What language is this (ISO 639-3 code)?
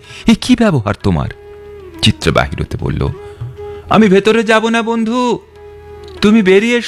ben